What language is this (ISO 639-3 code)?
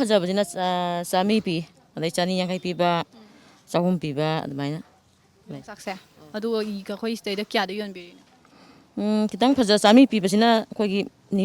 mni